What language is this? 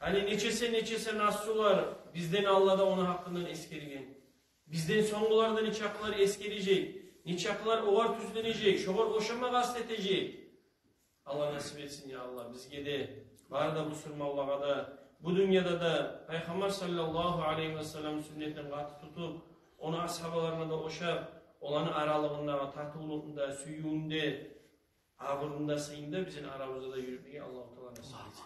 Kumyk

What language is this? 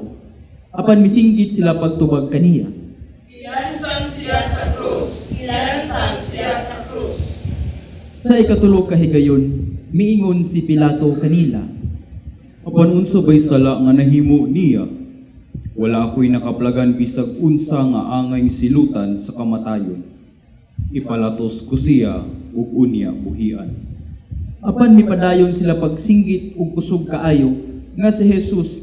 Cebuano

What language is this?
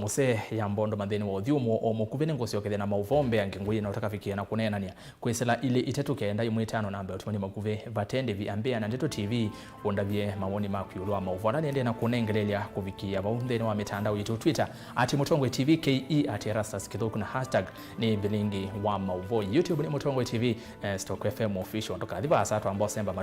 Kamba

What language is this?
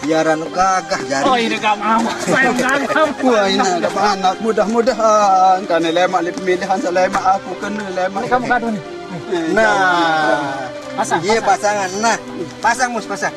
Sasak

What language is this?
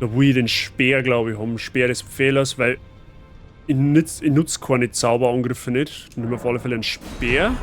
Bavarian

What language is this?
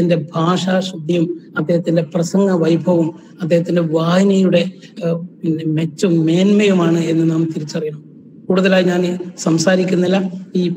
Malayalam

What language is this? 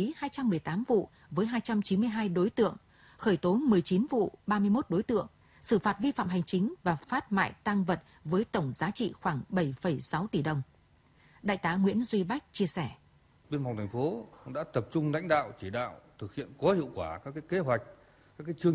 Vietnamese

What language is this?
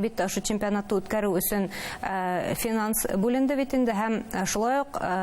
Bashkir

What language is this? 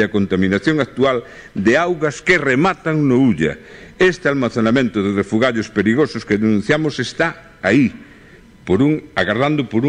Galician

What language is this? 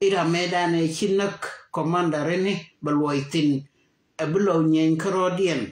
Nuer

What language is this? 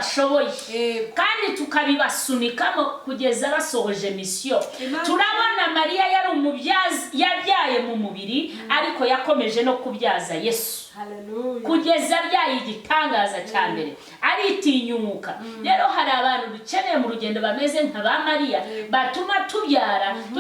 Kinyarwanda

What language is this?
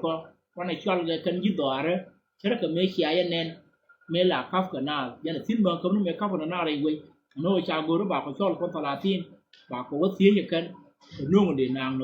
Nuer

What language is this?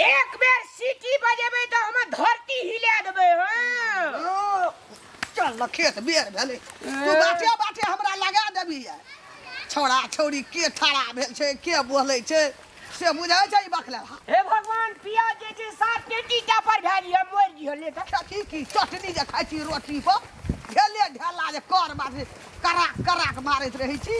Maithili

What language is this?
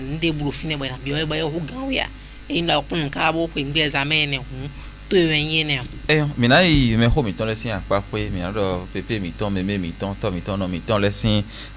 Fon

